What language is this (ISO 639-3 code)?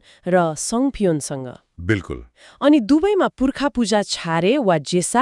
nep